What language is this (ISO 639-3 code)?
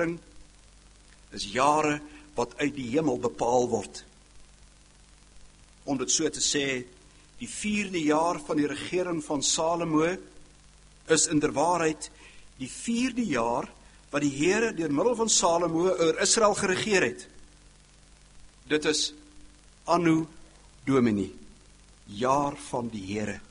afr